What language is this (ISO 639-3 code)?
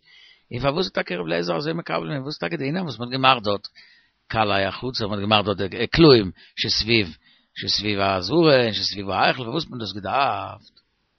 yid